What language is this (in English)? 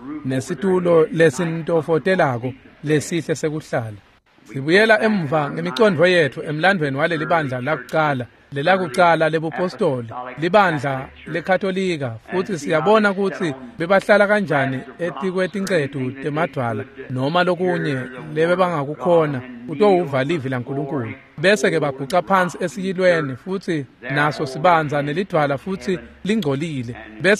Swati